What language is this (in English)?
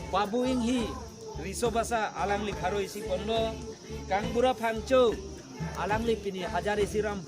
Karbi